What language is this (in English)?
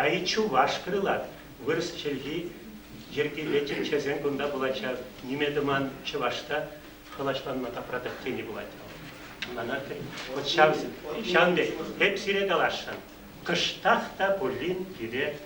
Chuvash